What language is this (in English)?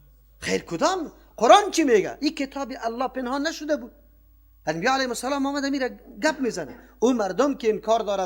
Persian